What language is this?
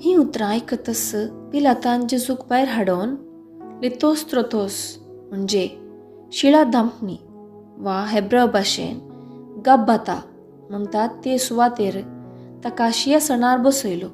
Konkani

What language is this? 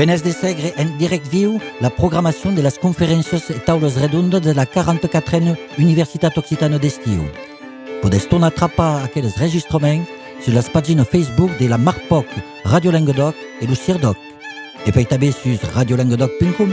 Occitan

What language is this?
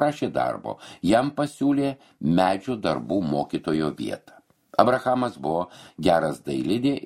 Lithuanian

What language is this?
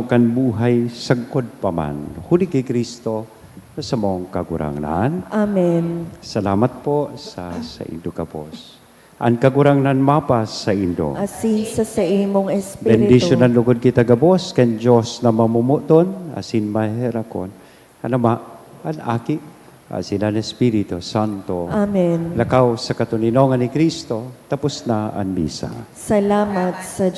Bikol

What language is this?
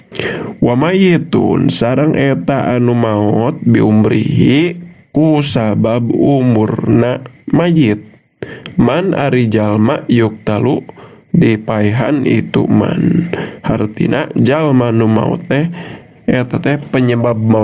Sundanese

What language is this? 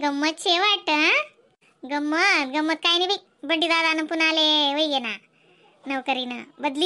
Khandesi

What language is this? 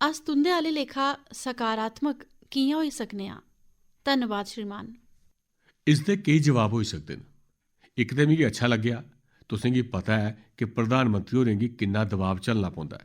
Dogri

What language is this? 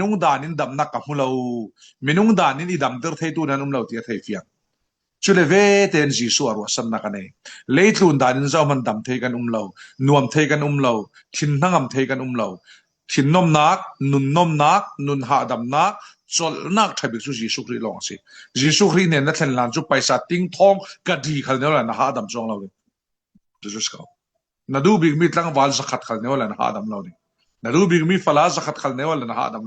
Falam Chin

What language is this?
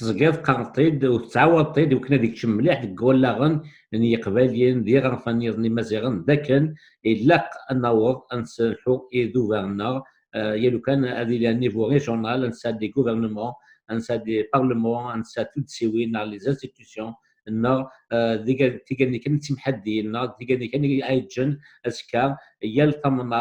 Kabyle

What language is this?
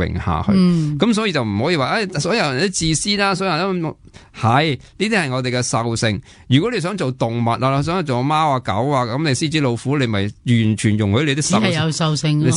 Cantonese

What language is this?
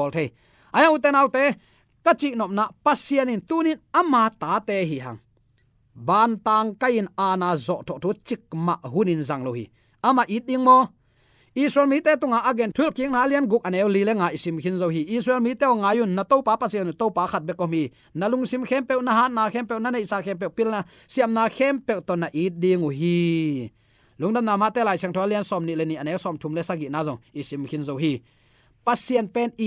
Tedim Chin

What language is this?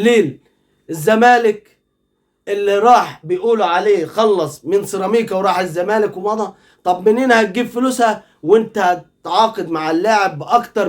Egyptian Arabic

